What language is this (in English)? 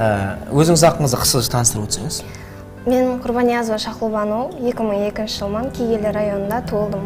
Kara-Kalpak